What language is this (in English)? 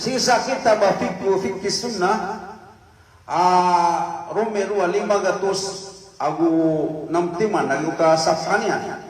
Maranao